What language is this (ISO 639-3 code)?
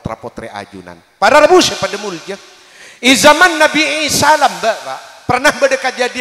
mad